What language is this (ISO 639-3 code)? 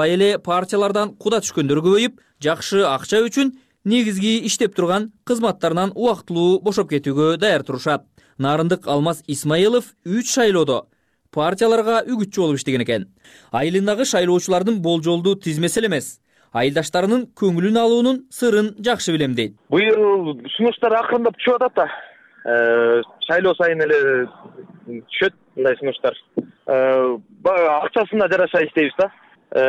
kir